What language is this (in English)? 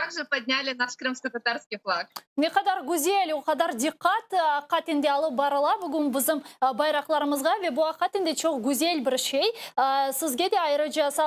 Crimean Tatar